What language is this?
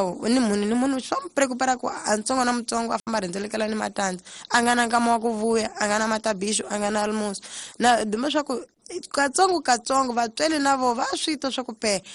Tsonga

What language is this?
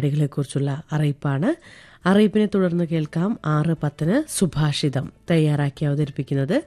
Malayalam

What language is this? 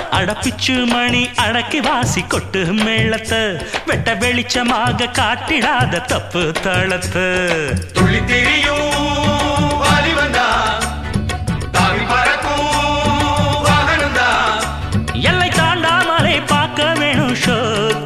Tamil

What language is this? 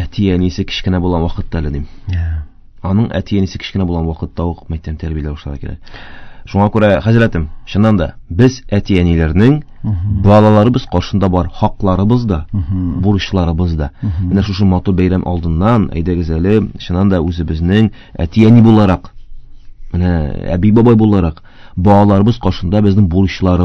Tatar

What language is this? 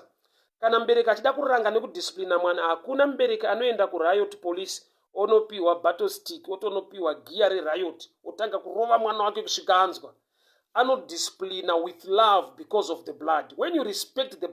Shona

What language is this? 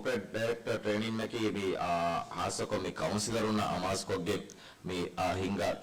Divehi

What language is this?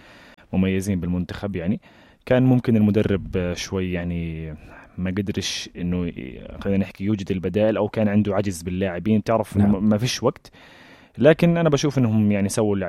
North Levantine Arabic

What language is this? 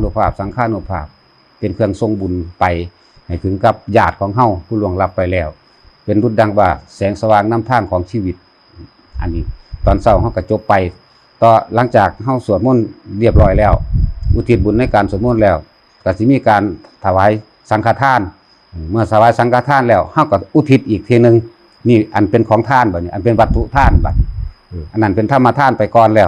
Northeastern Thai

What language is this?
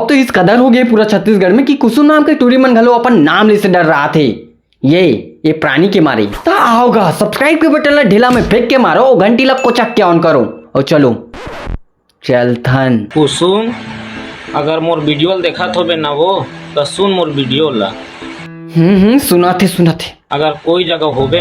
Chhattisgarhi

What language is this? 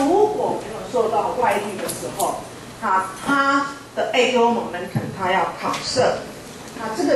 Chinese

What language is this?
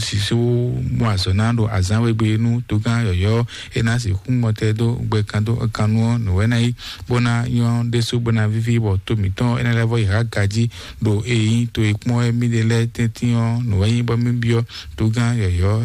Fon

